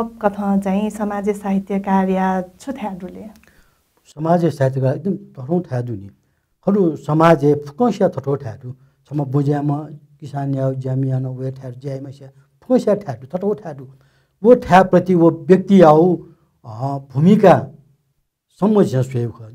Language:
Newari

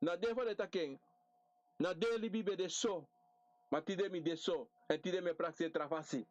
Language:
Sranan Tongo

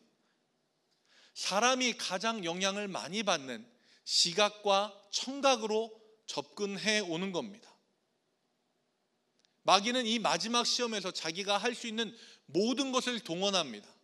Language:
Korean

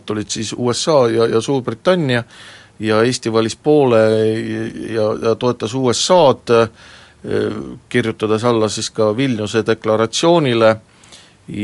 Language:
Estonian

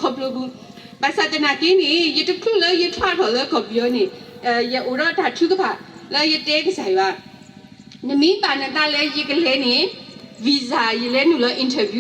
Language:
S'gaw Karen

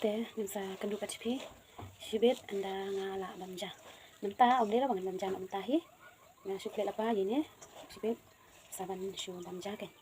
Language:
Khasi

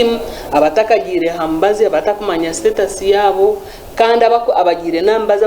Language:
Nyankole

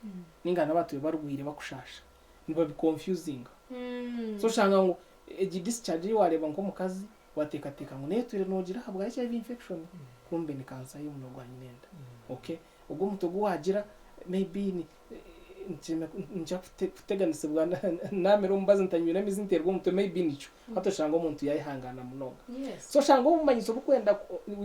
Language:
Nyankole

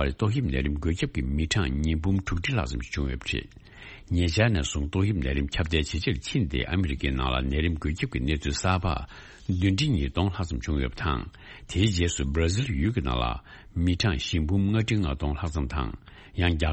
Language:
Tibetan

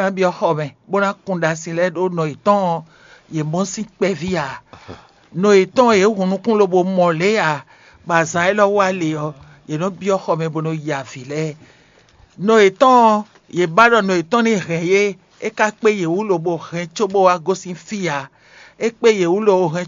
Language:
Fon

